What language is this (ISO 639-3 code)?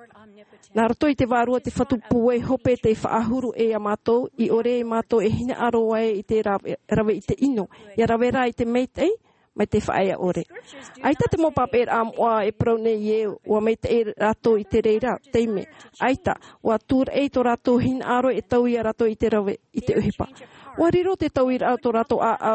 tah